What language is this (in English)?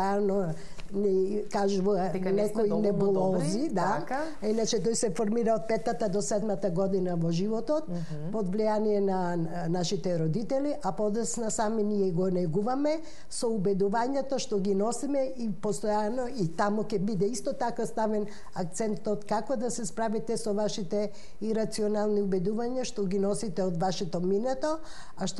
Macedonian